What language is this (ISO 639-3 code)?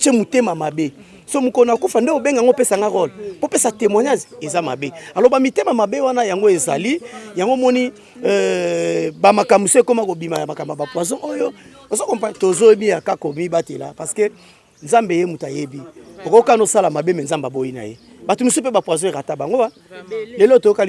lin